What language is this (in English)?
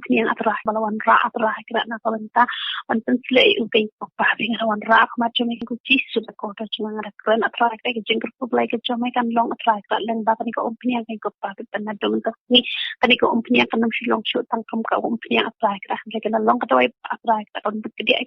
Khasi